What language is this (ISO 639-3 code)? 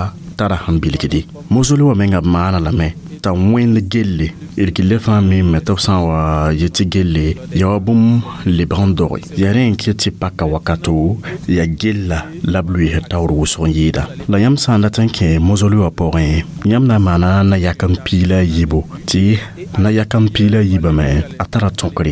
mos